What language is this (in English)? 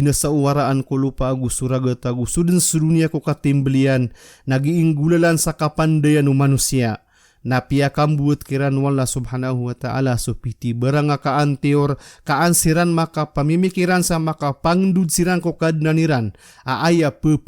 Maranao